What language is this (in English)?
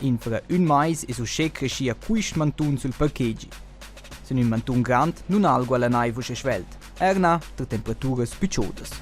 Romansh